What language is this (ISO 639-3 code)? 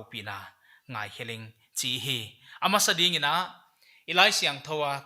pck